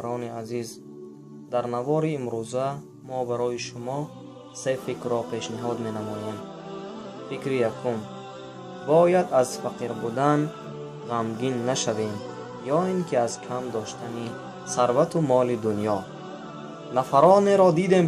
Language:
Tajik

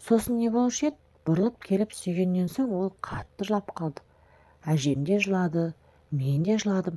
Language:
Kazakh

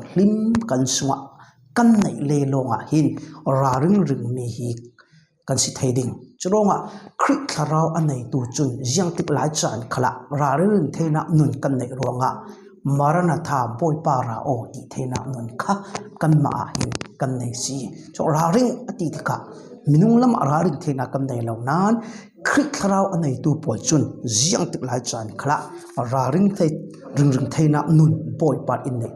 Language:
Falam Chin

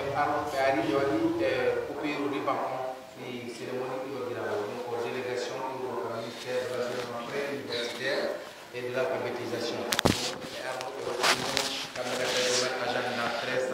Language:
Pular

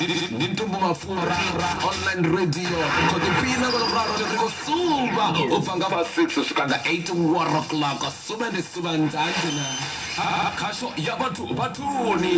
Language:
Venda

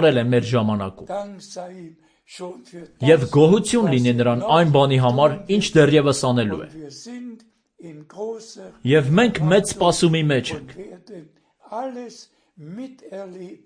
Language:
Armenian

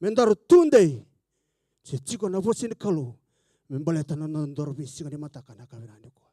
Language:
Fijian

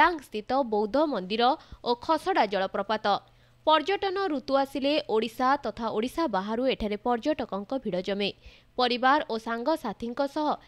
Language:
Odia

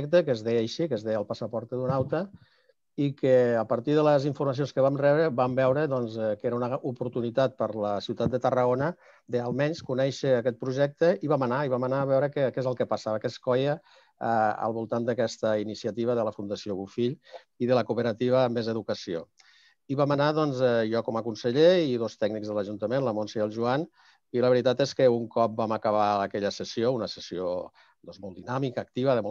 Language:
Catalan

